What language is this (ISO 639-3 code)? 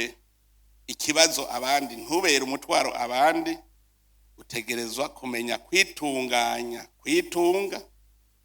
run